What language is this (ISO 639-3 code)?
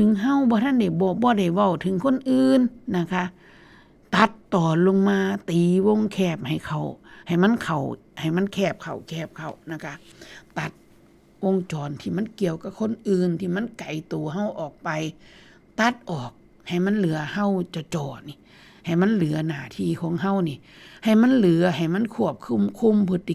tts